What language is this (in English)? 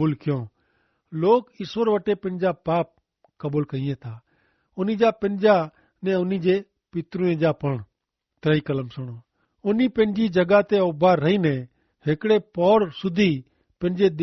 Kachhi